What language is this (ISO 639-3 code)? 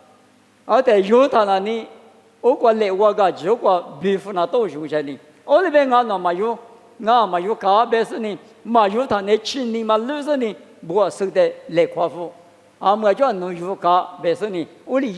lis